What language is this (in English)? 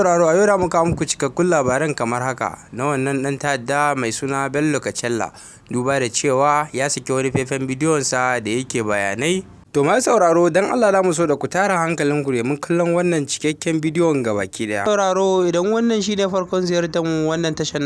Hausa